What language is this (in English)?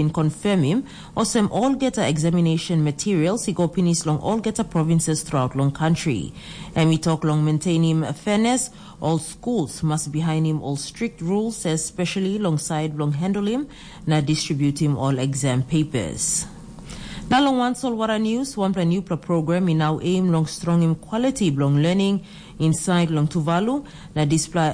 Tok Pisin